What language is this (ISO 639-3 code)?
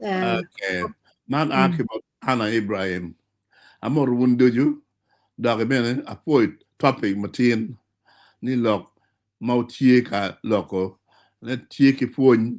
ach